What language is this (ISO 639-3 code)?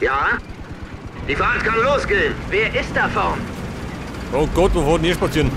bar